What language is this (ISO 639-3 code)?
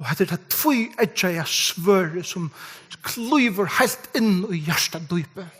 fao